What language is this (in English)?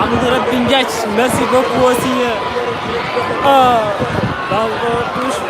Fula